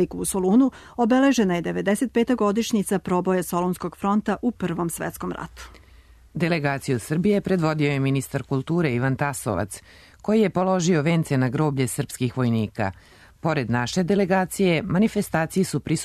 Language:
Serbian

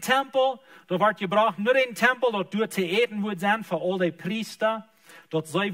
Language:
Plautdietsch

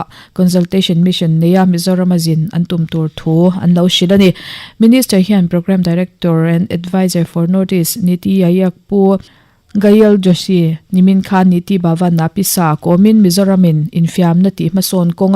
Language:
Mizo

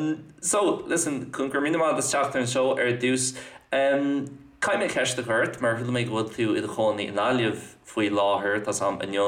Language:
Irish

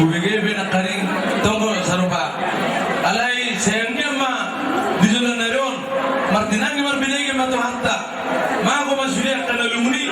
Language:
Batak Toba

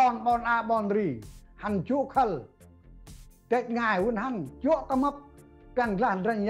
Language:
Central Mnong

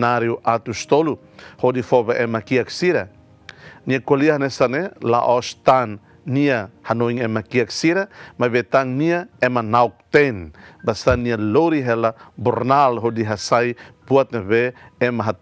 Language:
Tetum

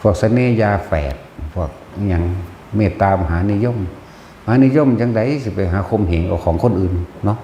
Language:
Northeastern Thai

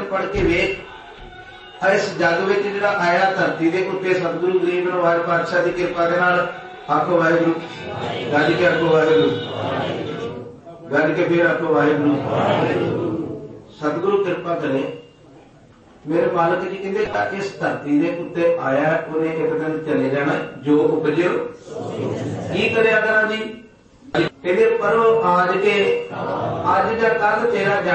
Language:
Punjabi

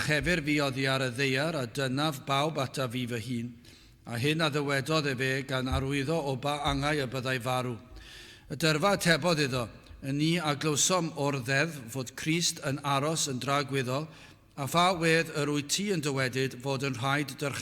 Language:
Welsh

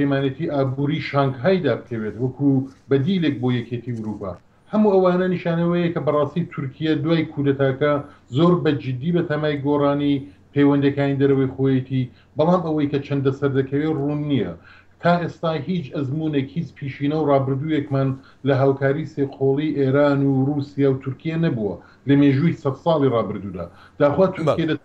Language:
Central Kurdish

